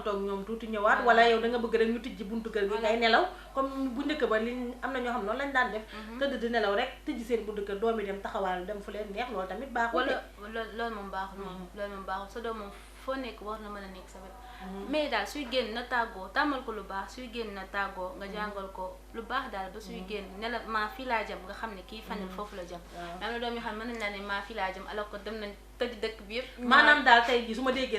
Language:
Wolof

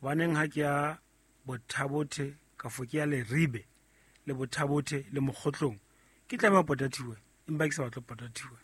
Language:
Southern Sotho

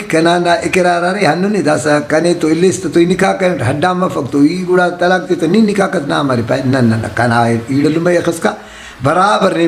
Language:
Brahui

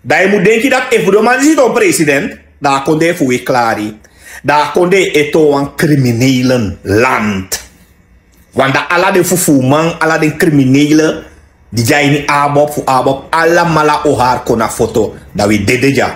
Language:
Sranan Tongo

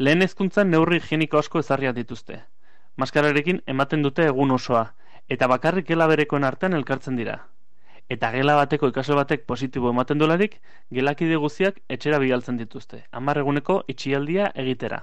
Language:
Basque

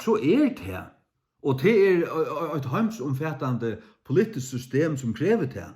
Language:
Faroese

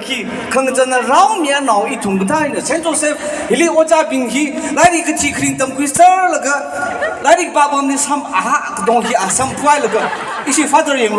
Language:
Tangkhul Naga (India)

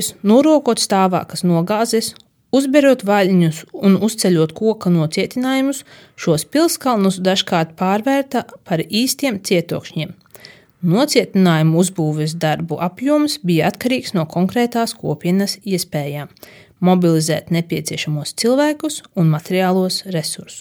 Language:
Latvian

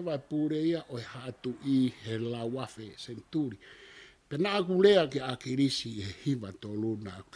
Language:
Tongan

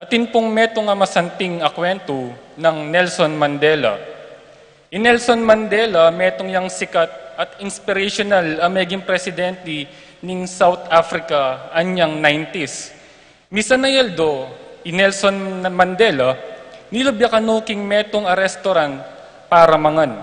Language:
Pampanga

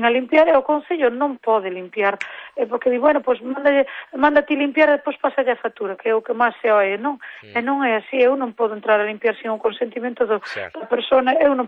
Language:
Galician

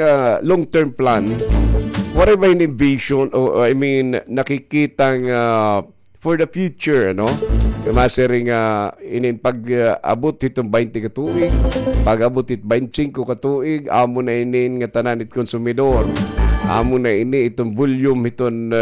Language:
Waray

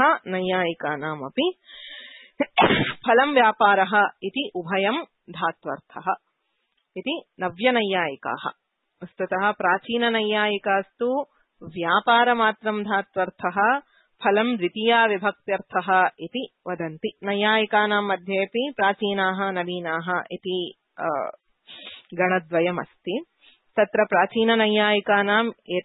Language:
Sanskrit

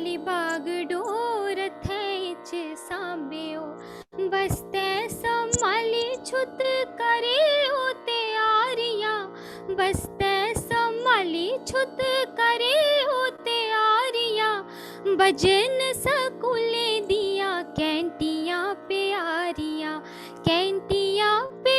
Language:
Dogri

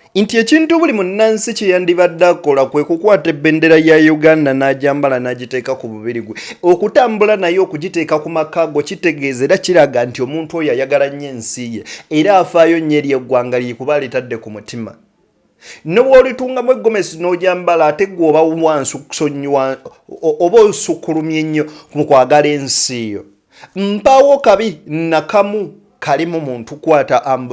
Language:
Ganda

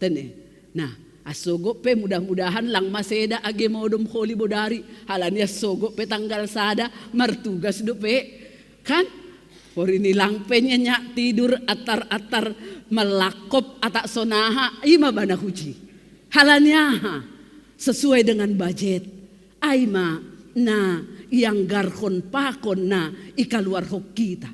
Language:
Batak Simalungun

